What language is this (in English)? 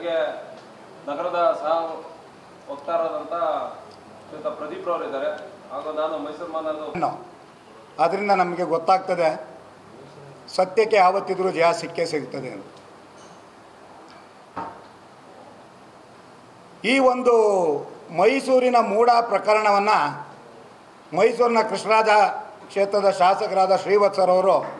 Kannada